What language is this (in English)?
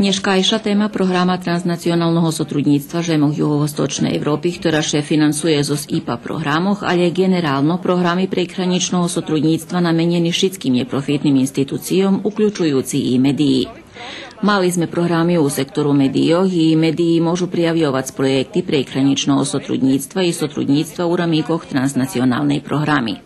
Rusyn